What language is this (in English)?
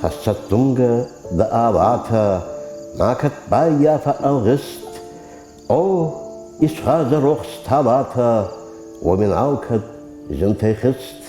Ossetic